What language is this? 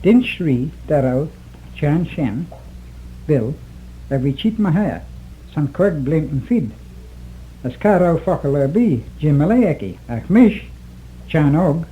Manx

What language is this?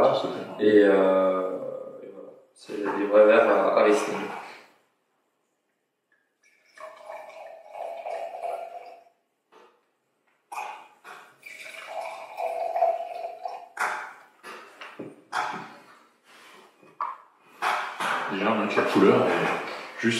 French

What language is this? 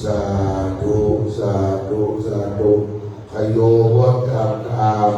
Pali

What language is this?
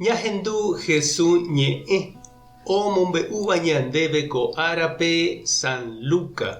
Guarani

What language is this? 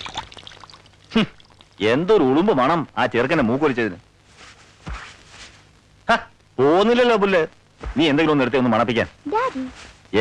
Malayalam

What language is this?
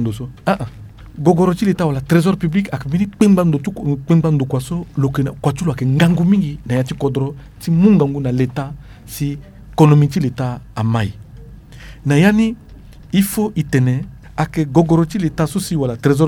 Sango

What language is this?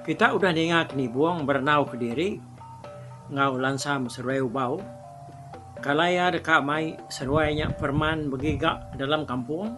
Iban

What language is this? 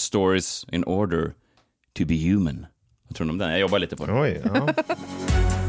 Swedish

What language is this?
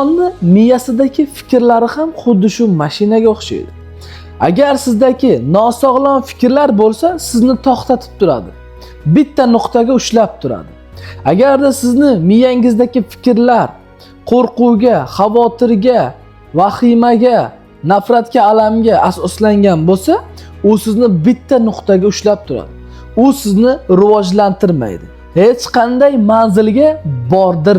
Uzbek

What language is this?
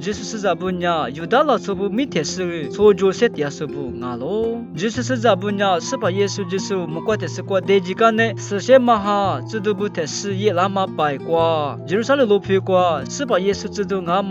Lisu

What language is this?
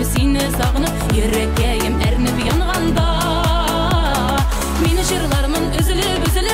Kazakh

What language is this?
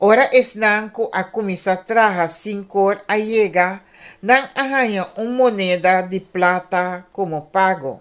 Papiamento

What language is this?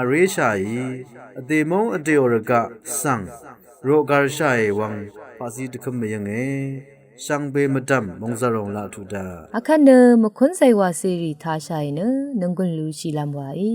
Rawang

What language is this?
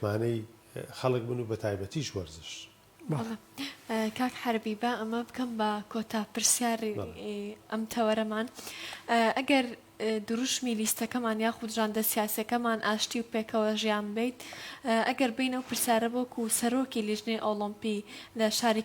Central Kurdish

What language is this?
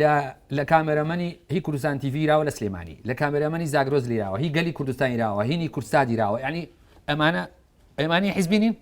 Central Kurdish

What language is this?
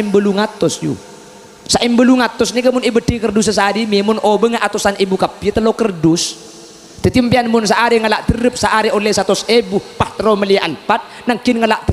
Madurese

